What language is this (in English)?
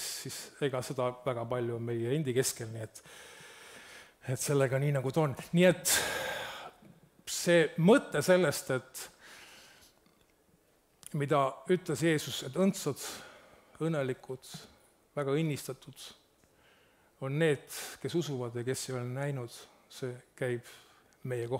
Estonian